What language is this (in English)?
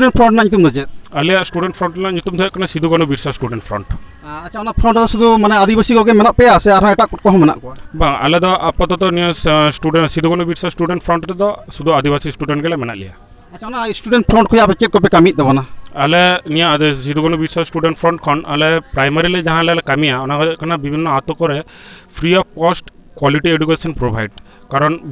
Santali